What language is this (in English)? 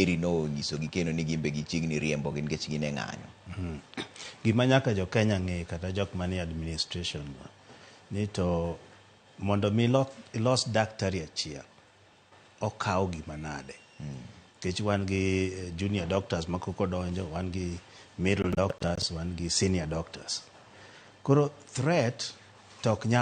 Luo (Kenya and Tanzania)